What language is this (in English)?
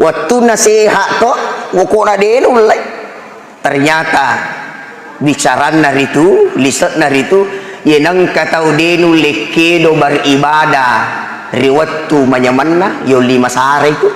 Buginese